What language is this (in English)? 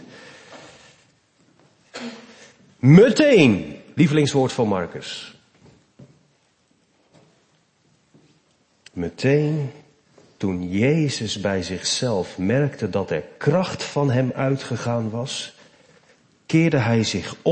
Dutch